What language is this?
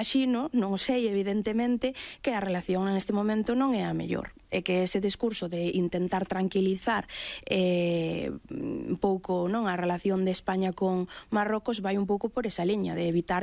Galician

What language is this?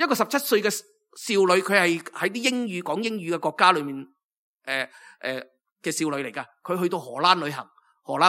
Cantonese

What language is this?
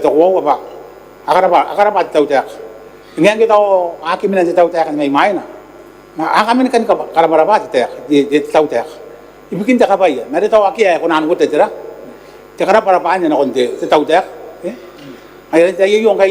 Gilbertese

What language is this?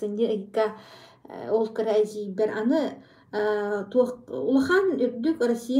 Yakut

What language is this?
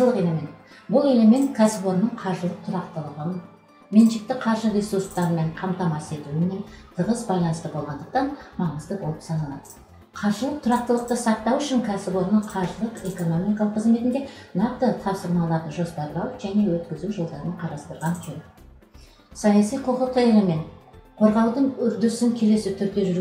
Kazakh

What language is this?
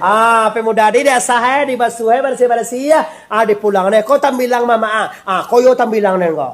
Minangkabau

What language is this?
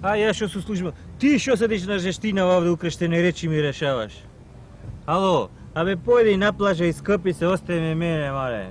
Macedonian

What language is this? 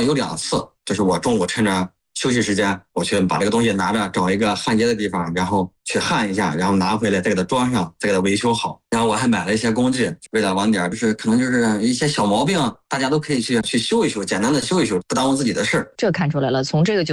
Chinese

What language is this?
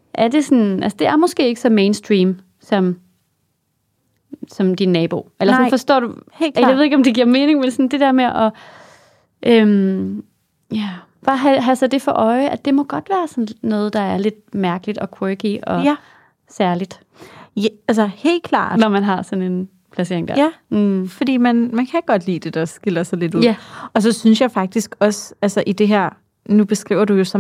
Danish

